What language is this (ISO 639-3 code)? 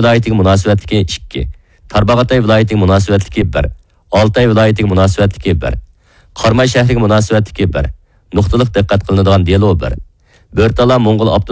uig